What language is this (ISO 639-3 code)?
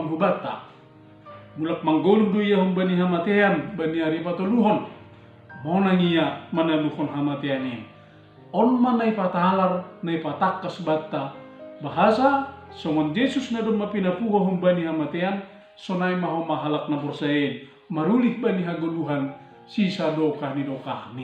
bts